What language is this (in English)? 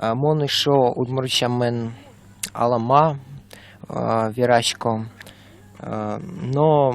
Udmurt